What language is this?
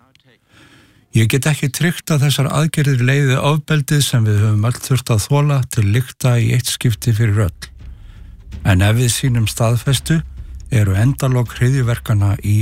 Icelandic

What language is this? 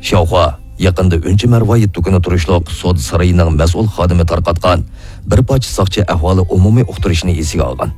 Uyghur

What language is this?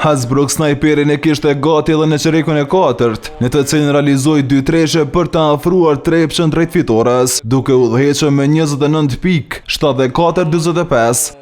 Albanian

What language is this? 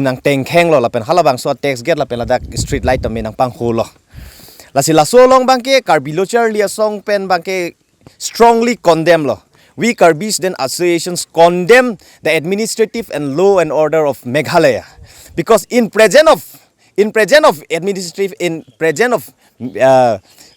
Karbi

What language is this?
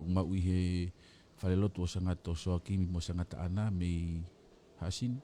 Tongan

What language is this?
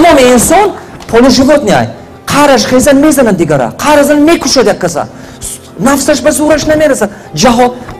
Tajik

